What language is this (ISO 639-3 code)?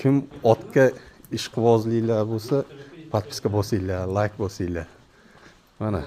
uzb